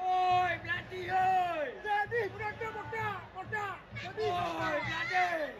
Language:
Achinese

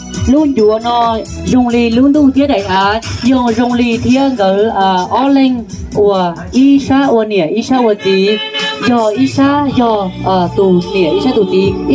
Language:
Hmong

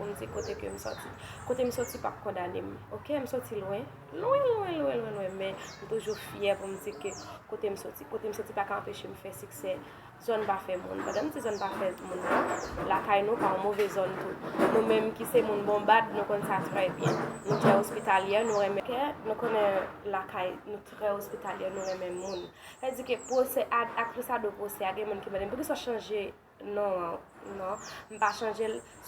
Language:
Haitian Creole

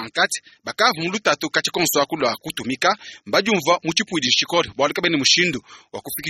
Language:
Luba-Lulua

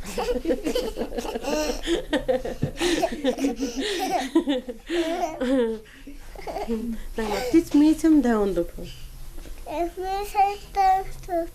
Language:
Totontepec Mixe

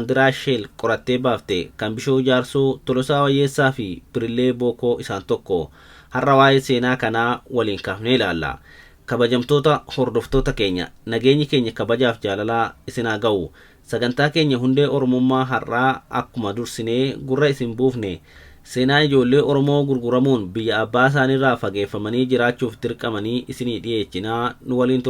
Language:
Oromo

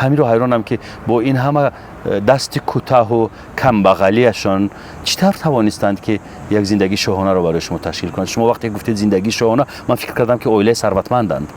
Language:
Tajik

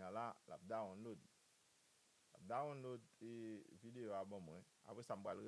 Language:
Haitian Creole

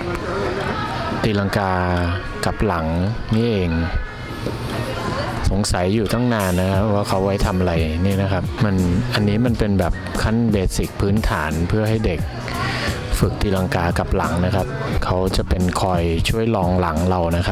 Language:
Thai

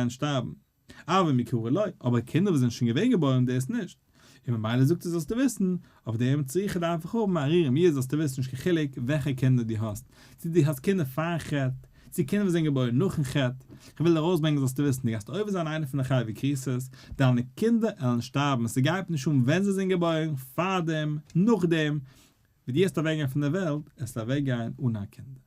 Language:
Yiddish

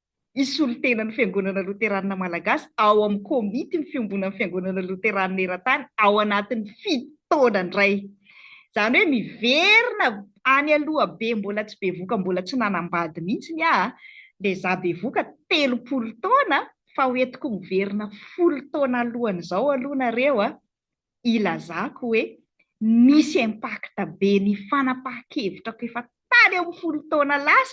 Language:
Malagasy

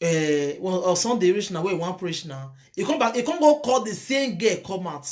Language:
Nigerian Pidgin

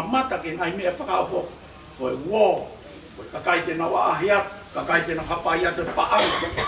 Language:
Tongan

